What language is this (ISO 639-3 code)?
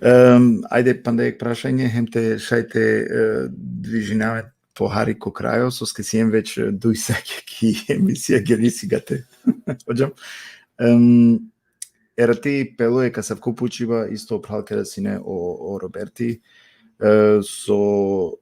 rmn